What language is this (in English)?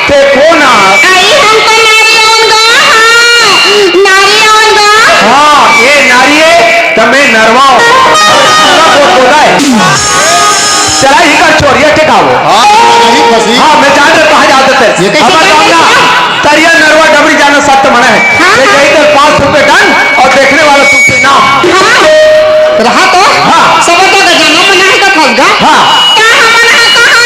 Chhattisgarhi